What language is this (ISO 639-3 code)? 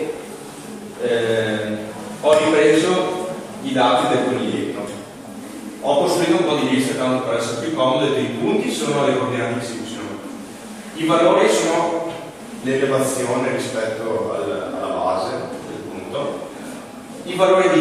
ita